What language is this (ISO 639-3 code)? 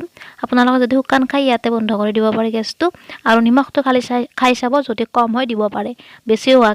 asm